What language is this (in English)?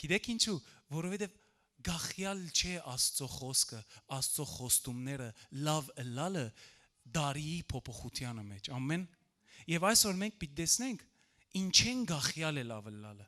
Western Armenian